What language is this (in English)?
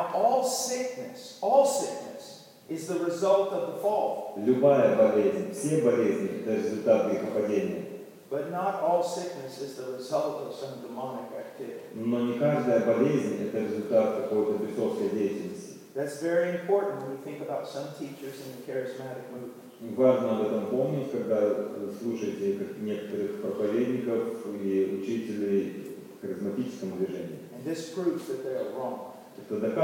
Russian